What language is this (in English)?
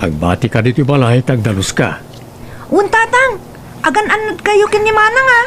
Iloko